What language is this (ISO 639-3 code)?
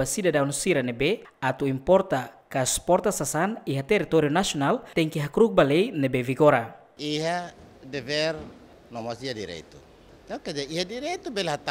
tet